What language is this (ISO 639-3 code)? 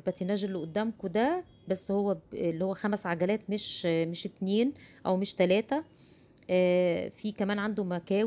arz